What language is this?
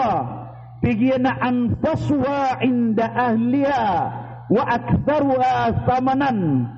Maranao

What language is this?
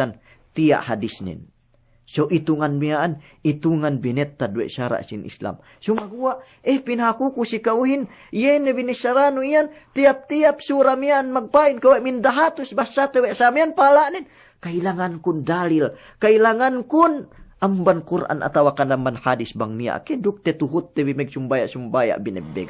Yakan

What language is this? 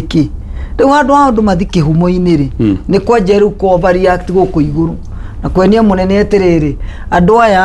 Kikuyu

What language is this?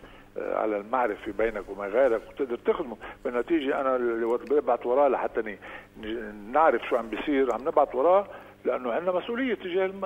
North Levantine Arabic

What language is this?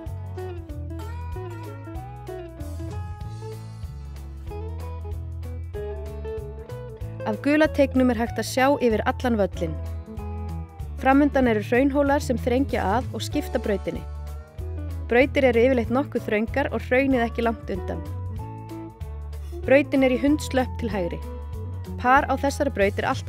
Icelandic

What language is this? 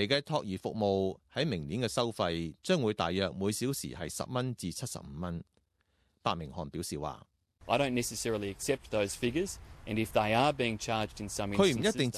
Cantonese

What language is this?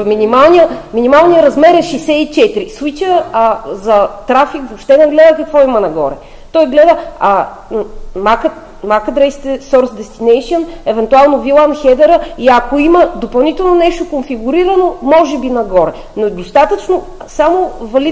Bulgarian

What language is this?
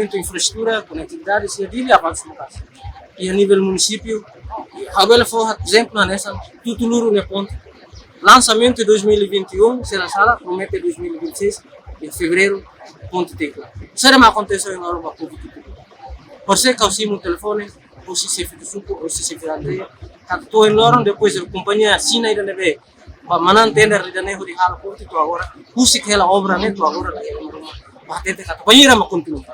Tetum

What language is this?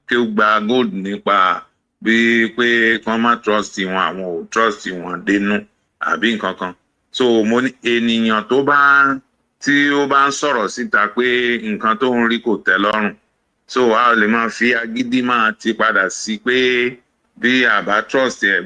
Yoruba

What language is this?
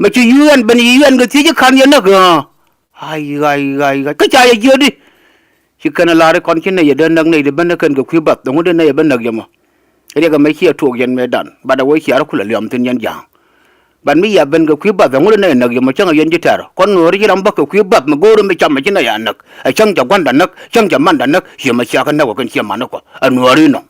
Nuer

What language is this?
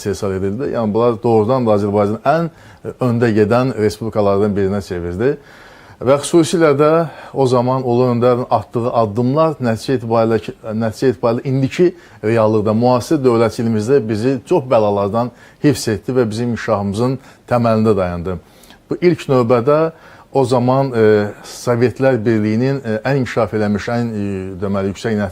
Azerbaijani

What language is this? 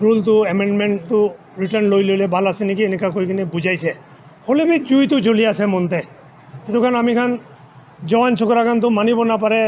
Naga Pidgin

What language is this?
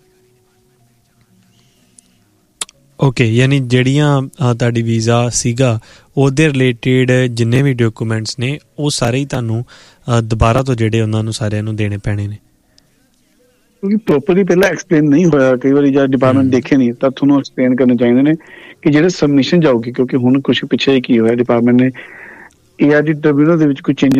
Punjabi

